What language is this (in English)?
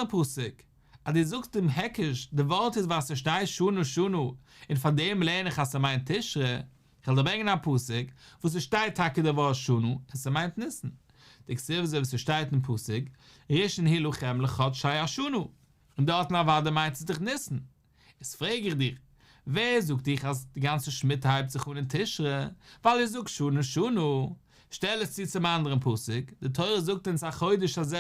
Yiddish